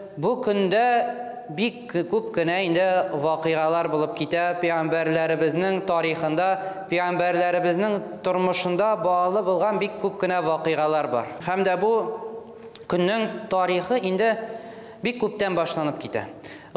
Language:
Tatar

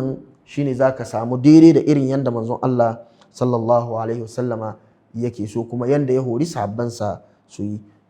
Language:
Hausa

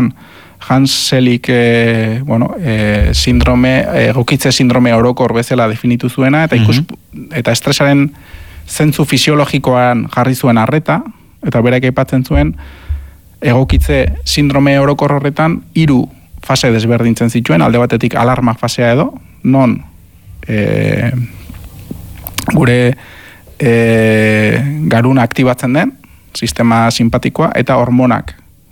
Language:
Basque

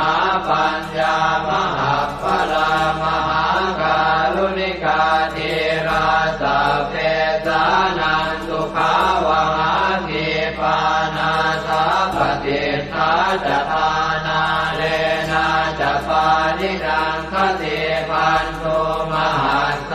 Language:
Pali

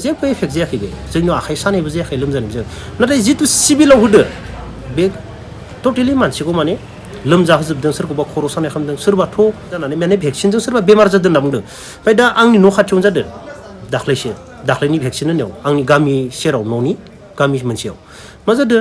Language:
Bodo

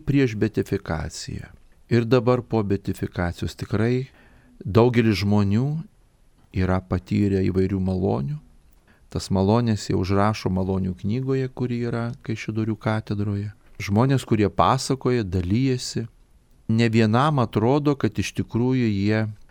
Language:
Lithuanian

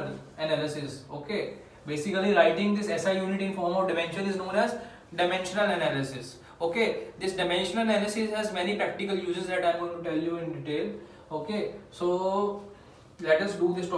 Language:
English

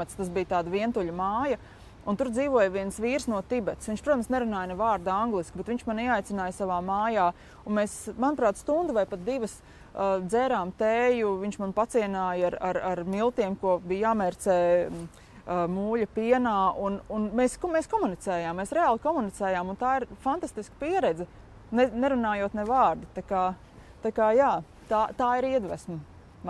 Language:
Latvian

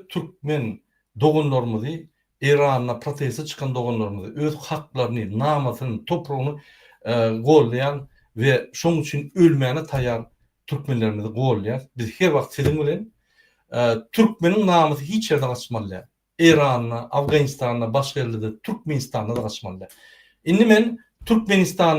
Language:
Turkmen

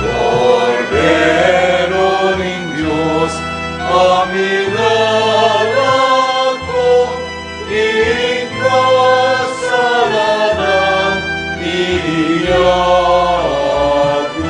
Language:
Pampanga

